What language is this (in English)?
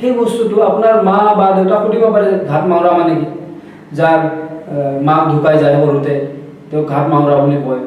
Assamese